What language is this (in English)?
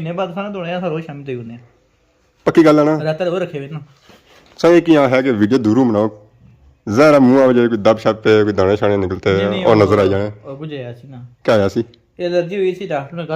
Pahari-Potwari